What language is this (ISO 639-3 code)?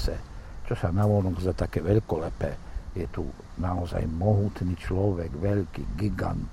slk